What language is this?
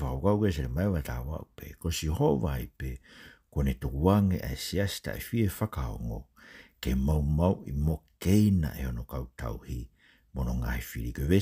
Tongan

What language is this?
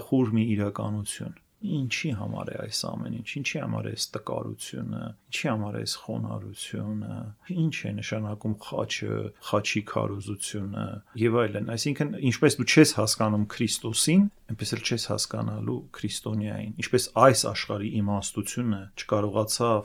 Armenian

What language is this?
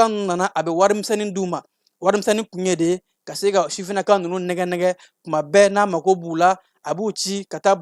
Bambara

